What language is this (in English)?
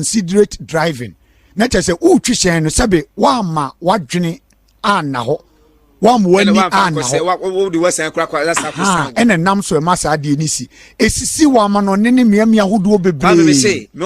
Akan